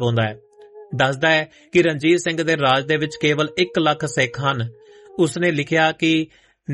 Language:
Punjabi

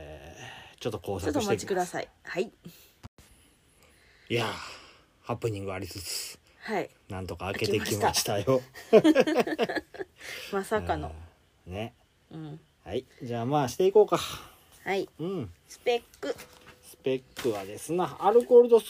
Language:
Japanese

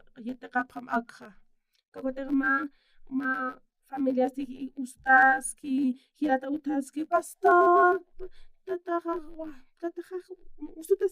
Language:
Aymara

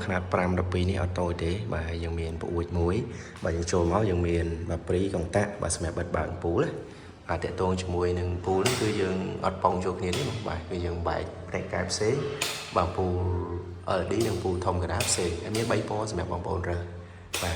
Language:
Khmer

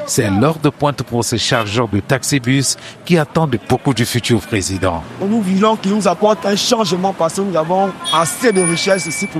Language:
French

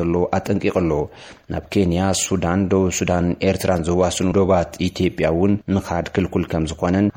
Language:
Tigrinya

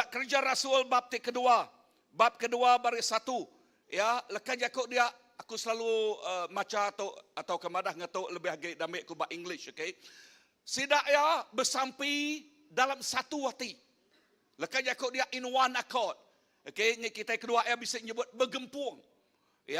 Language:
Iban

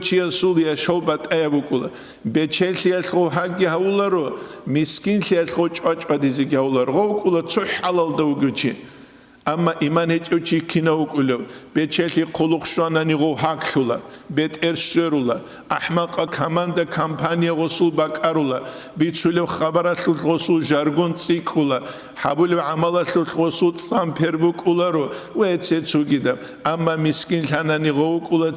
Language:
Avaric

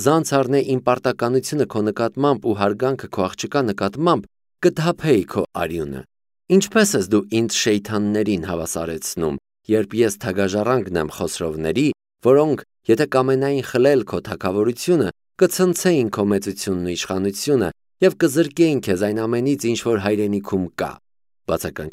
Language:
Armenian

